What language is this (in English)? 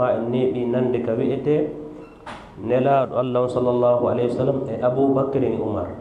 Fula